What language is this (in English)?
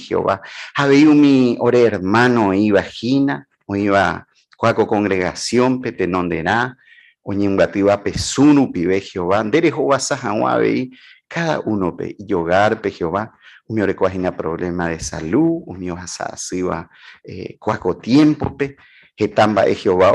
Guarani